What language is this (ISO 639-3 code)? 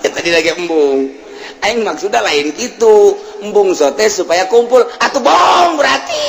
sun